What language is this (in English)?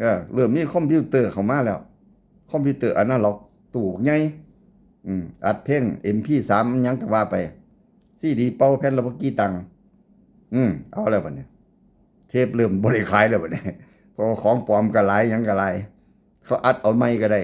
Northeastern Thai